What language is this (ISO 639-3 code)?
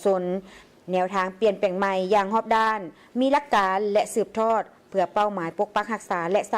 lao